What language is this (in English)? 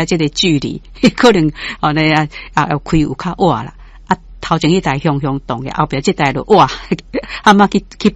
Min Nan Chinese